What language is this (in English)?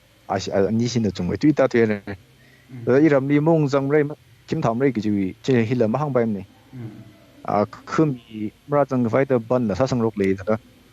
Tangkhul Naga (India)